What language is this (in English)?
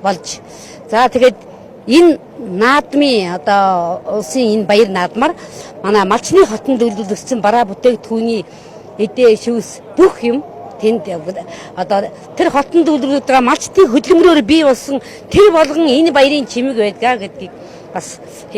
Mongolian